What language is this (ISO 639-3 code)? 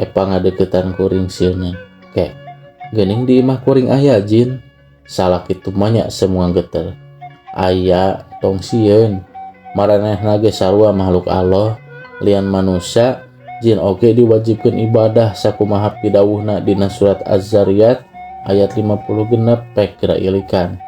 sun